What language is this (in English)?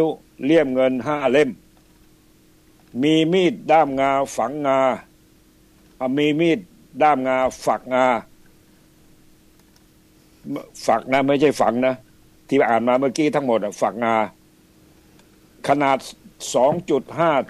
Thai